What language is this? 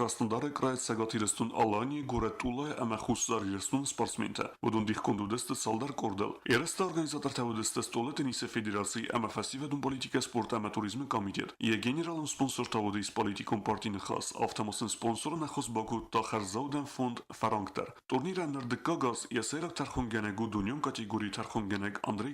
Ossetic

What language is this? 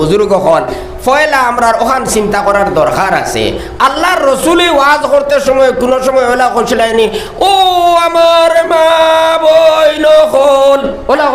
Sylheti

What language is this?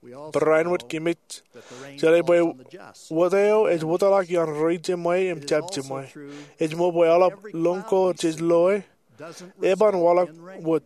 Marshallese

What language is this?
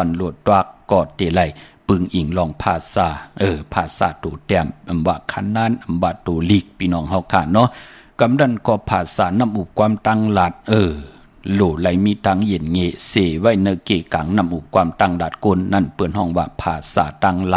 Shan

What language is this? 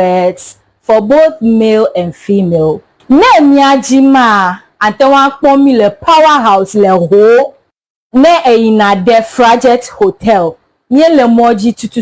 Ewe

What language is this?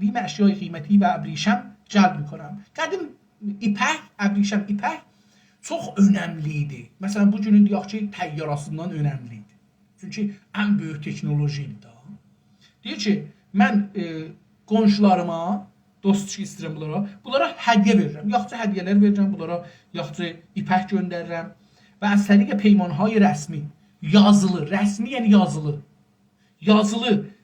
South Azerbaijani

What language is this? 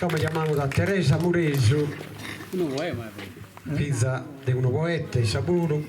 Sardinian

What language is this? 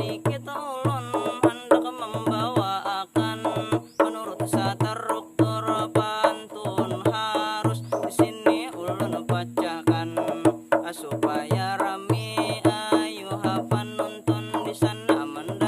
Banjar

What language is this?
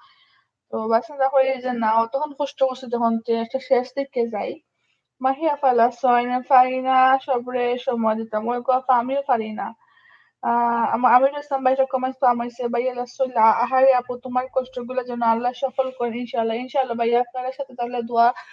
Sylheti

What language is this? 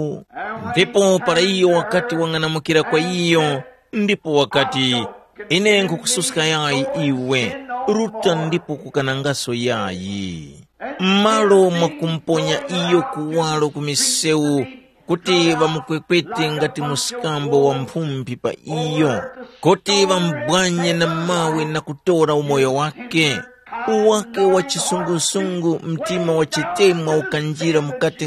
Tumbuka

